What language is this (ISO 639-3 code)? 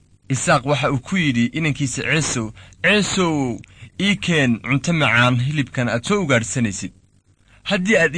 som